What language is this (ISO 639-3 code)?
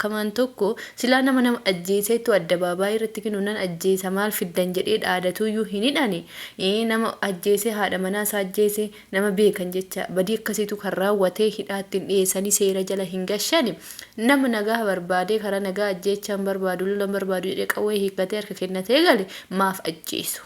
orm